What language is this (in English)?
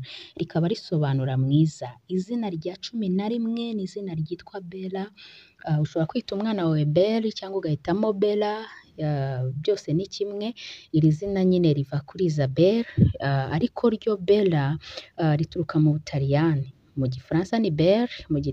Kinyarwanda